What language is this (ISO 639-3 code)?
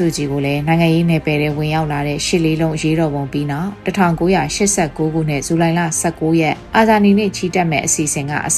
mya